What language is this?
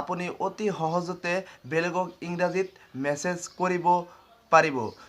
Assamese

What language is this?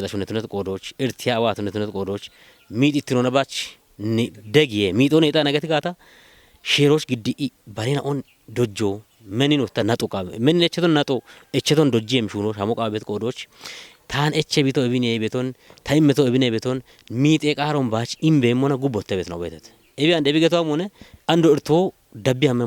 Kafa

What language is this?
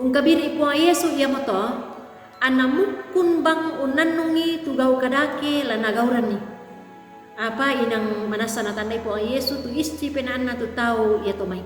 Toraja-Sa'dan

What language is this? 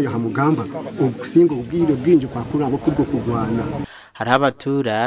Nyankole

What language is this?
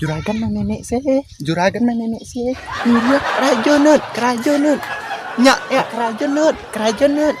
Minangkabau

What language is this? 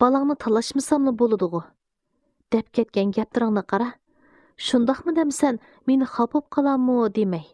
Uyghur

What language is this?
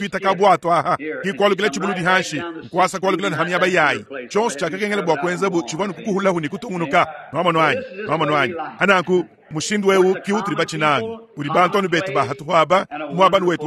Luba-Lulua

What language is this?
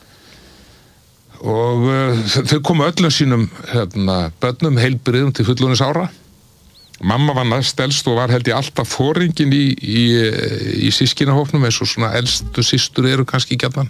Icelandic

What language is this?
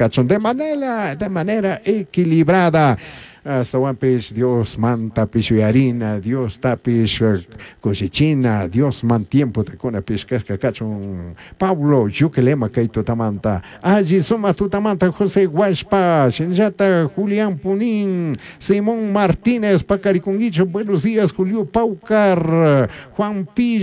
Chimborazo Highland Quichua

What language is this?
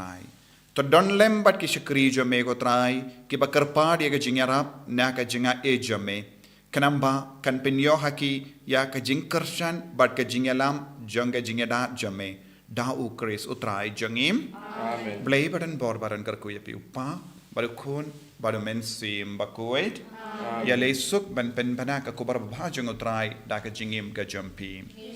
Khasi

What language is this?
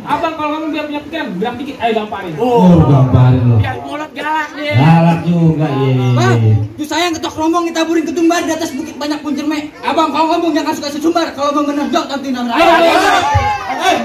Betawi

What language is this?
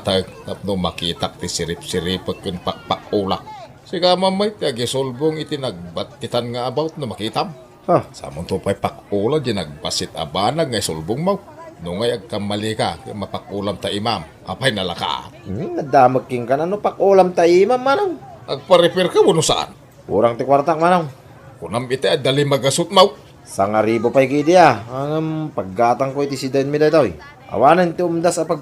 Iloko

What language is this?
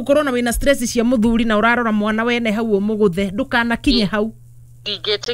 Kikuyu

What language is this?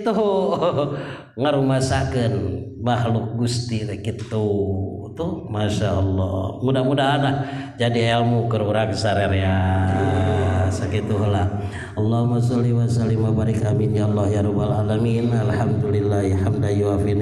Sundanese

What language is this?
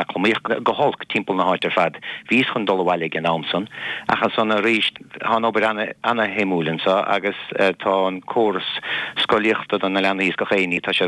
Irish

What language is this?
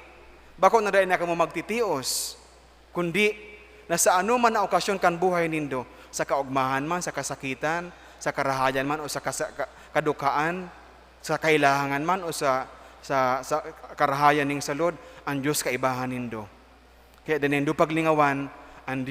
Bikol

